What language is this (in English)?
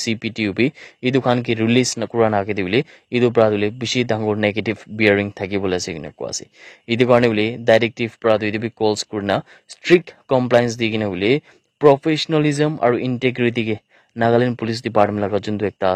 Naga Pidgin